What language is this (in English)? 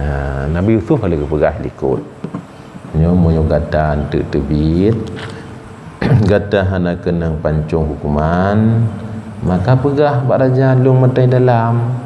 Achinese